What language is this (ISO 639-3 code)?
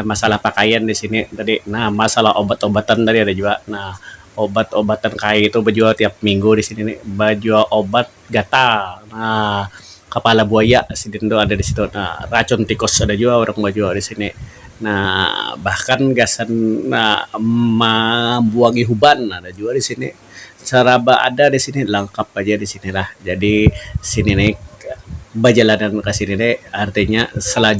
bjn